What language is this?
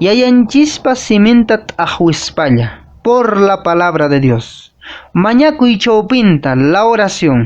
Quechua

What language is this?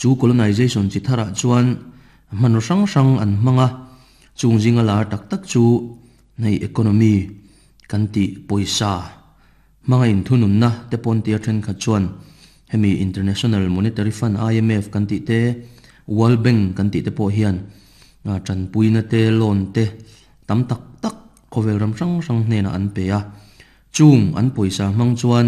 Mizo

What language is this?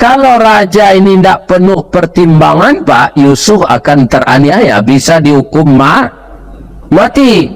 Minangkabau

